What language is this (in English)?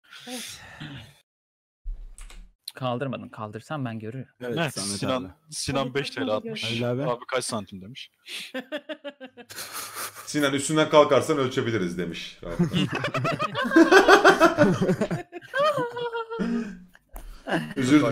Turkish